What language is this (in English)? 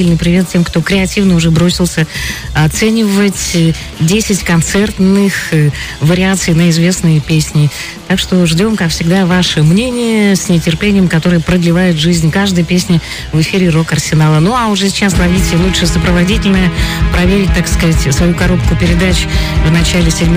Russian